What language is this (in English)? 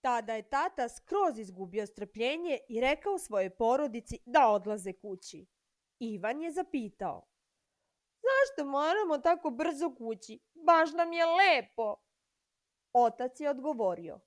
Serbian